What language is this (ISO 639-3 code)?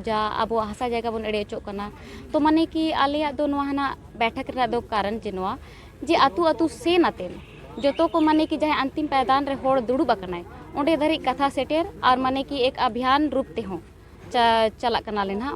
sat